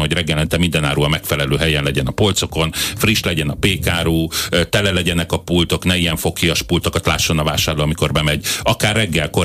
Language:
Hungarian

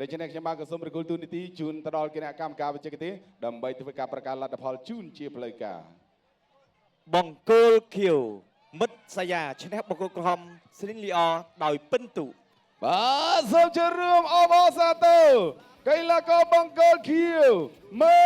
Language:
Khmer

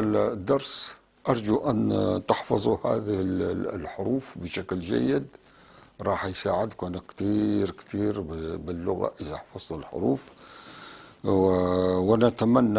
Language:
North Levantine Arabic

